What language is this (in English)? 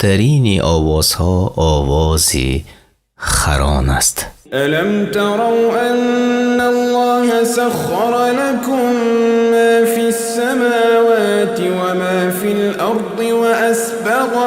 Tajik